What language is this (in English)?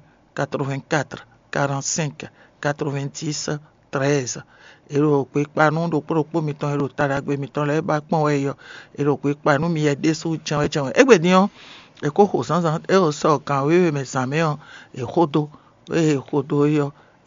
Fon